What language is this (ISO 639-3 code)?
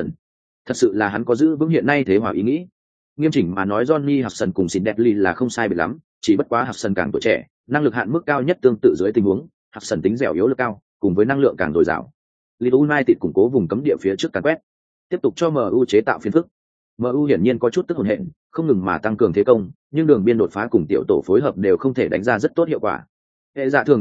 vie